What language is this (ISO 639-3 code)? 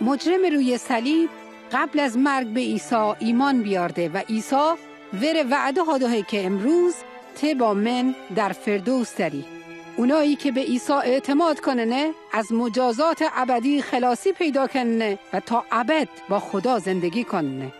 mzn